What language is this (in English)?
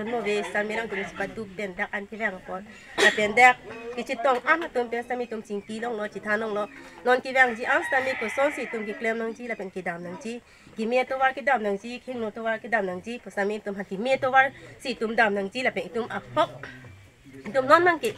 Karbi